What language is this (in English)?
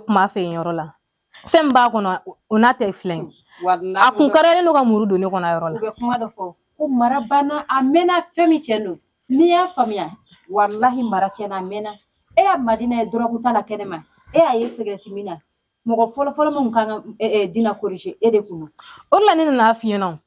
Bambara